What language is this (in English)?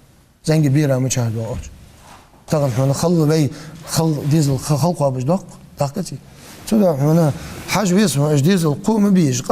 Ingush